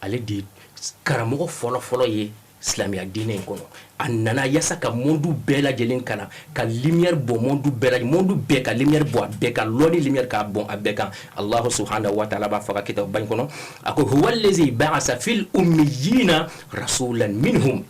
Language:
Bambara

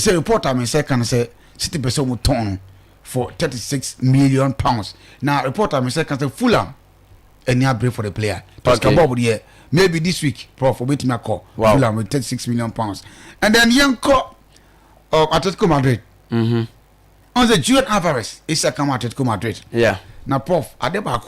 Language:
Akan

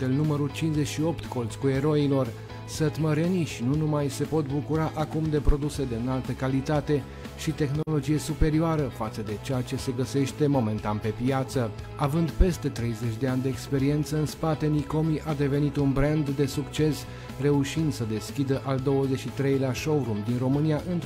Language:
Romanian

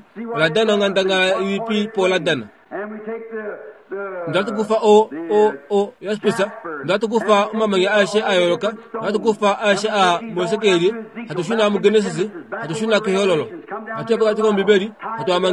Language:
Kuanyama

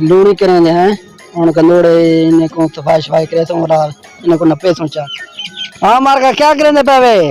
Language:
Saraiki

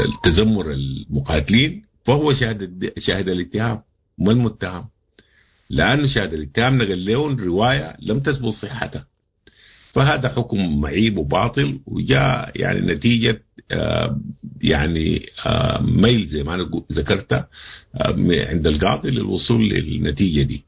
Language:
Sudanese Arabic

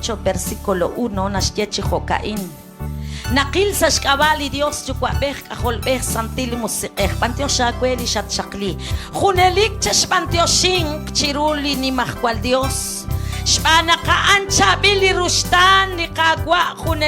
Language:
Kekchí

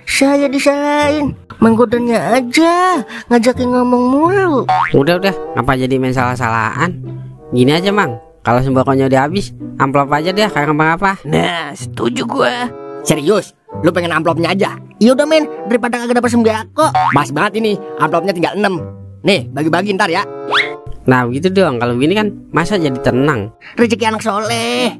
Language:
Betawi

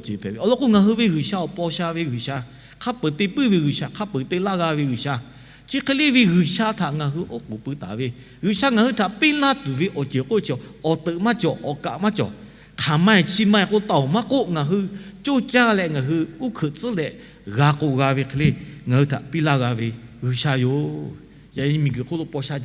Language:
Lahu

